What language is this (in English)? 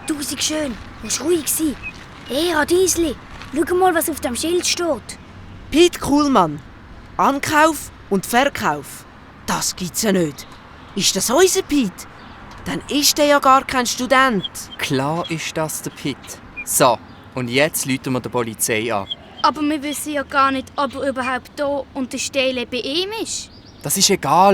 Swiss German